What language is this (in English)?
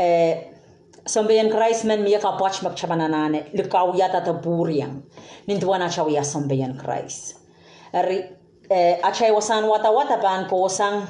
Pohnpeian